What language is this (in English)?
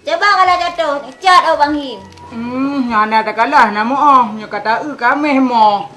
Achinese